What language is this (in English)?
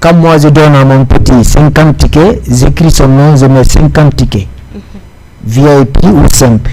Fula